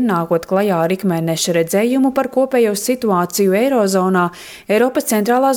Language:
Latvian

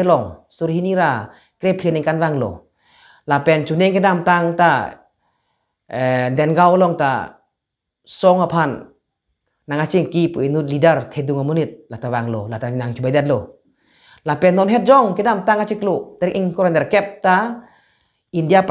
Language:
Karbi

